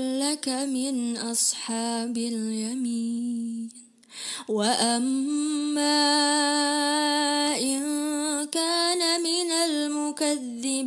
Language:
Arabic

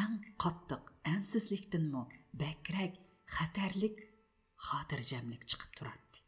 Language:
Uyghur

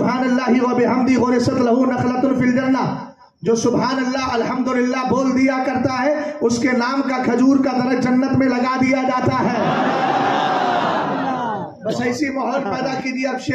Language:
Urdu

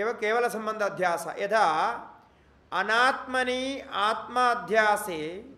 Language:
Sanskrit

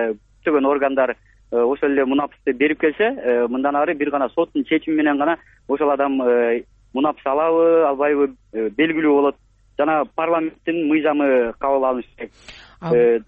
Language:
Kyrgyz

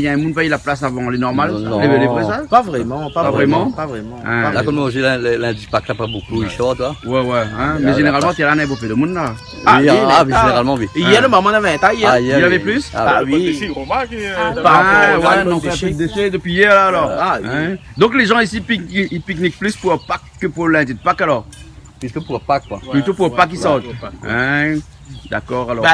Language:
Réunion Creole French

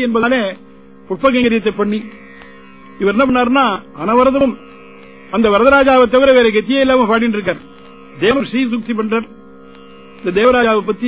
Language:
Tamil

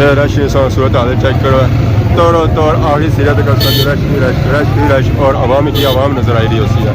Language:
Pahari-Potwari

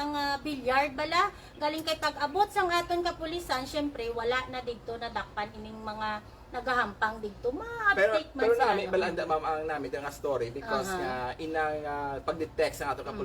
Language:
Hiligaynon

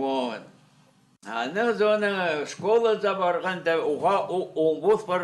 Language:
Khakas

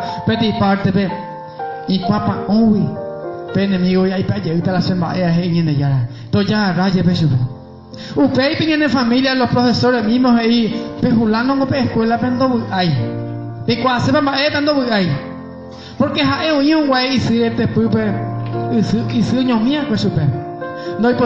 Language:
Guarani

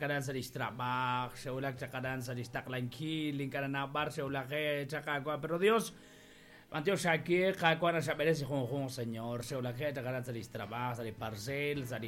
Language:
Kekchí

